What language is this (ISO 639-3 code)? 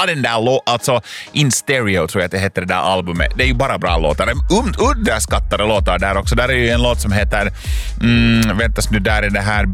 swe